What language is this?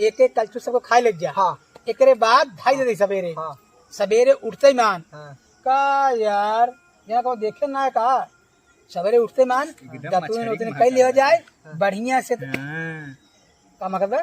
Awadhi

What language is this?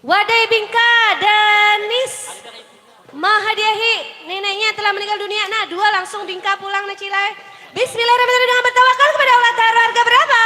Banjar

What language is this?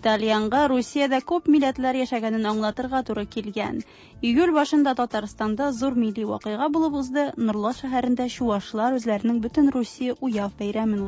Tatar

